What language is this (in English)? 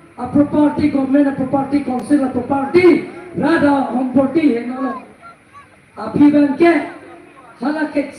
Karbi